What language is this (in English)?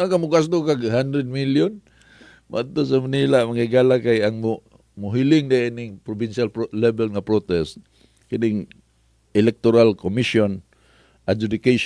Cebuano